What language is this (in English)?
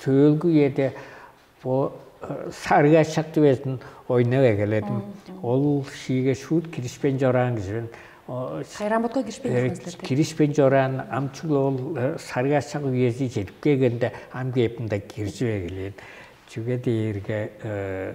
Tuvinian